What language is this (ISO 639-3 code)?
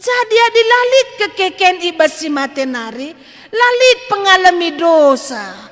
btx